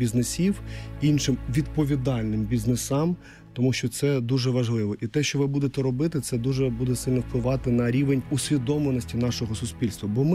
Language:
Ukrainian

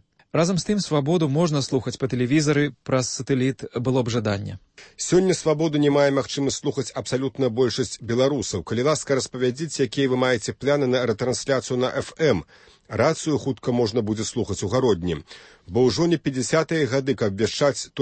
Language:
Belarusian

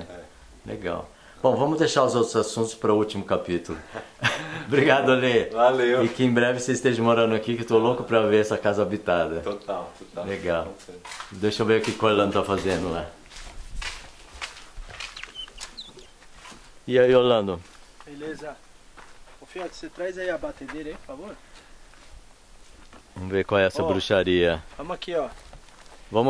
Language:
Portuguese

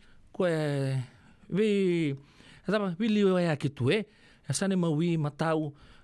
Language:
Fijian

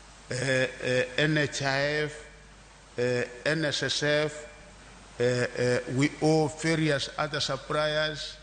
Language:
Luo (Kenya and Tanzania)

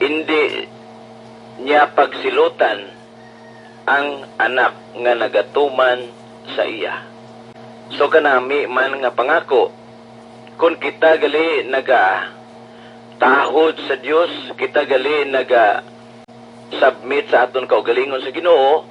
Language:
Hiligaynon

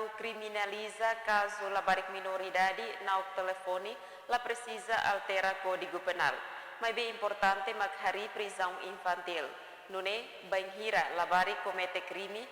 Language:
Tetum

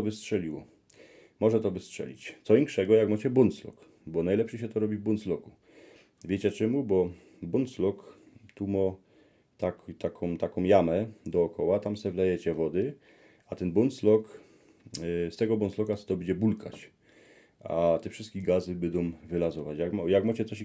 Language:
Silesian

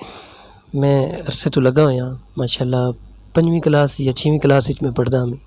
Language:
Saraiki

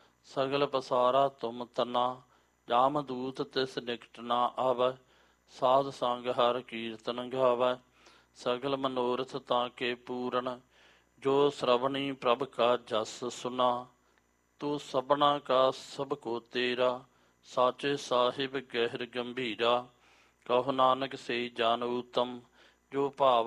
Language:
Punjabi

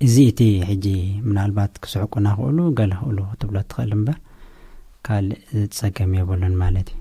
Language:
Tigrinya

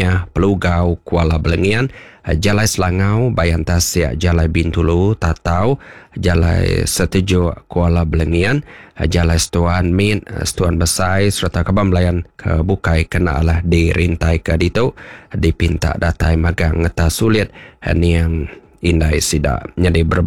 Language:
Iban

